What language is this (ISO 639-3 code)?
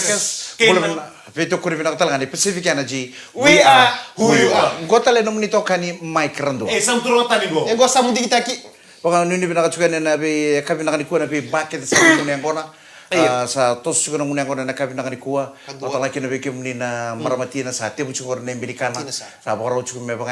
fij